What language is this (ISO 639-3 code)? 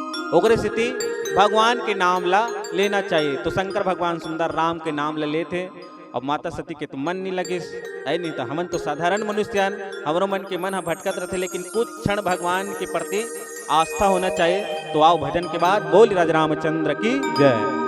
hne